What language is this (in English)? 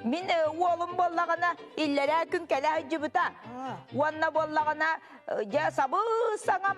Yakut